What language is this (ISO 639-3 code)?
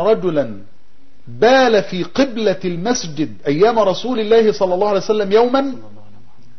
ara